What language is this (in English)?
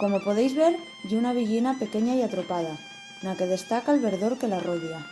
Asturian